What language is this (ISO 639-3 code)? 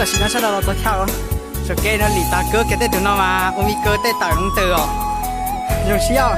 hmn